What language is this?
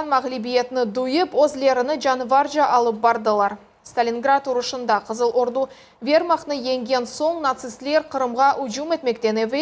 Crimean Tatar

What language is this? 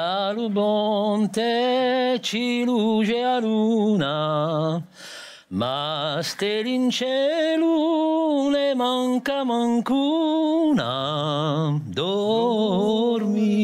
Corsican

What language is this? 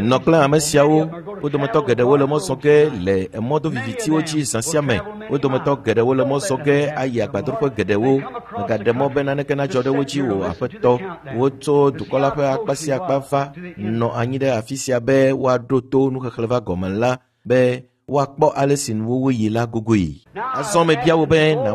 Ewe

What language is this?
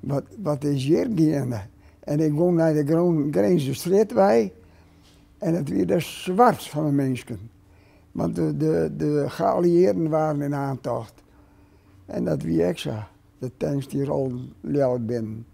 Western Frisian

